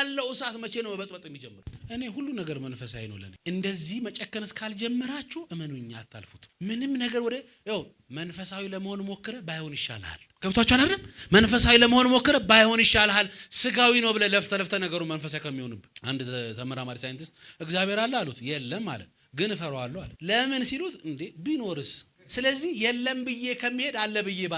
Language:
Amharic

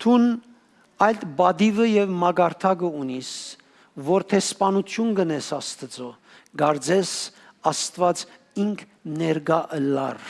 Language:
Western Armenian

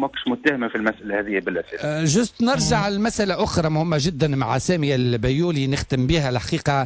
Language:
Tunisian Arabic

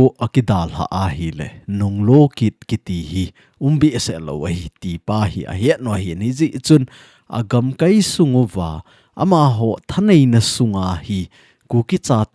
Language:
Thado Chin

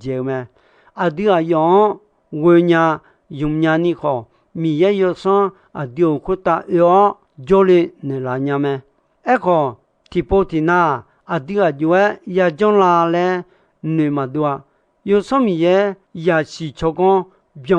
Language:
Akha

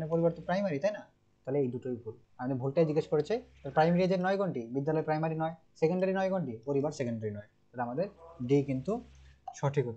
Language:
Bangla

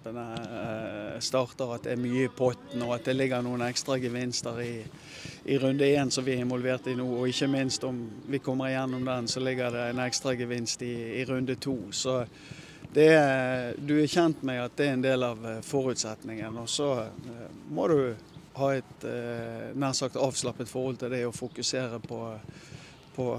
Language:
Norwegian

